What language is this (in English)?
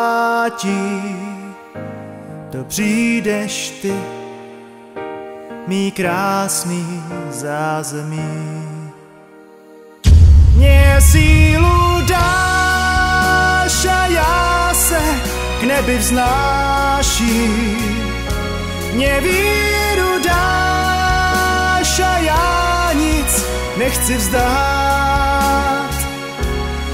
Czech